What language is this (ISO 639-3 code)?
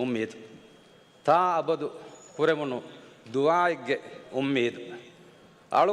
div